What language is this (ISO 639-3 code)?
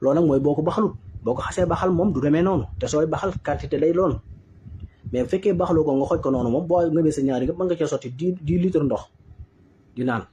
wol